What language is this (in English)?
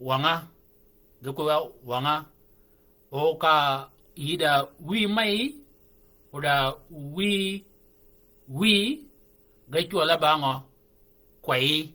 Shilluk